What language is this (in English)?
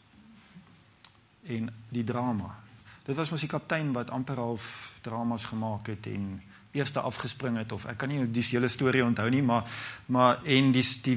Afrikaans